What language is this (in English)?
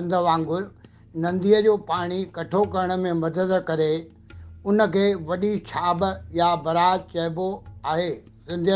Sindhi